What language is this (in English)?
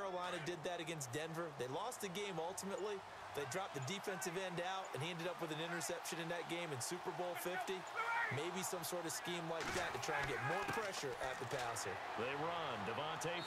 English